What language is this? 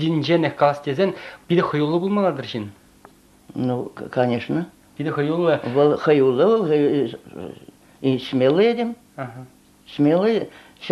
Chuvash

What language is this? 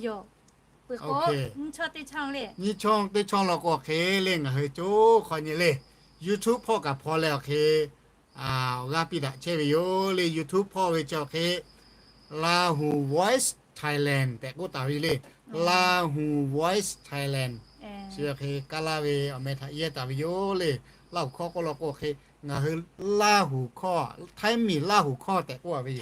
Lahu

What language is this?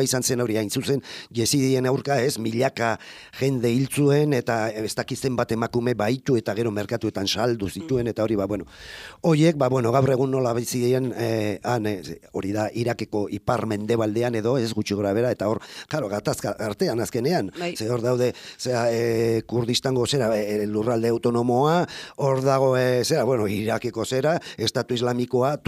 Basque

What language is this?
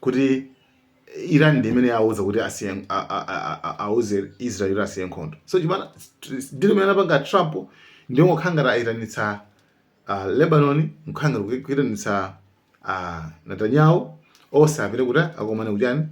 Nyanja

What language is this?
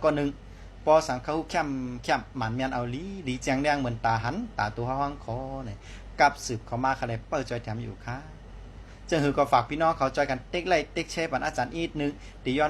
Shan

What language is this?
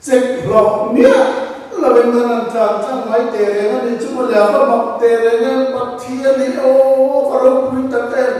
Mizo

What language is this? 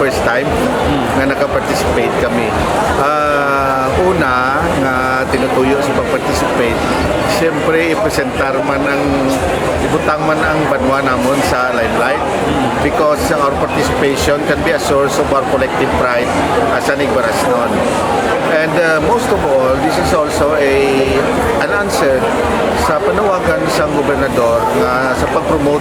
Hiligaynon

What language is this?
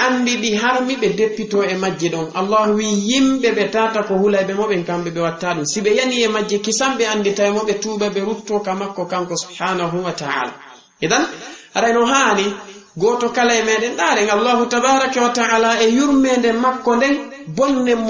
Fula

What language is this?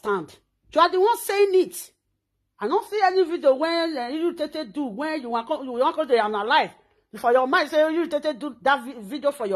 Nigerian Pidgin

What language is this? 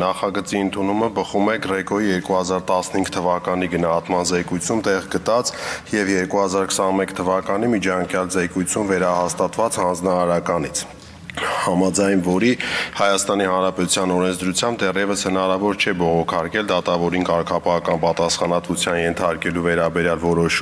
Armenian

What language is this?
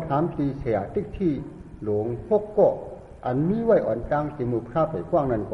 Shan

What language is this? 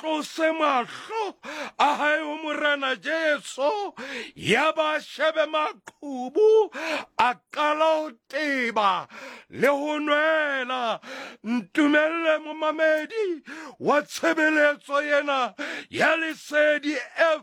Southern Sotho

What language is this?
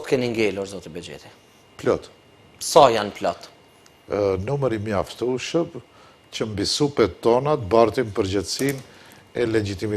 Albanian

